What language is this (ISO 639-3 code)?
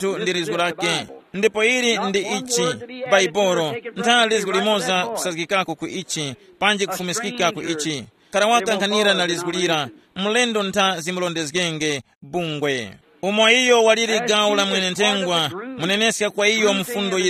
tum